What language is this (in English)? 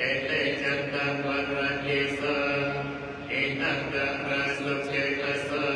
Pali